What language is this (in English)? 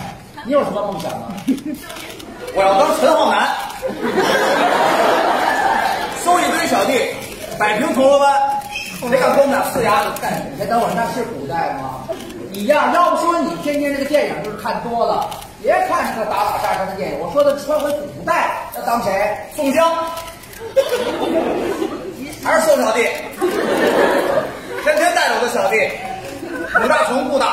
Chinese